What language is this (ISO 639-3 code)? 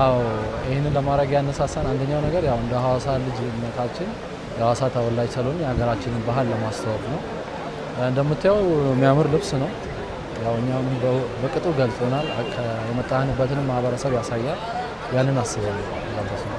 amh